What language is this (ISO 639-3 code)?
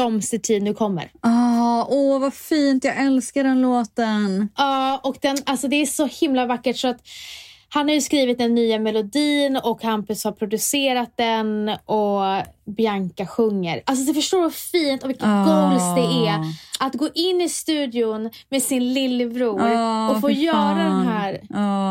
swe